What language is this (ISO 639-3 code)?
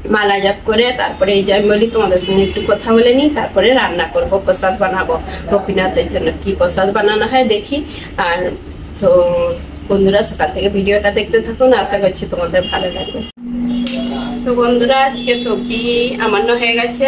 ben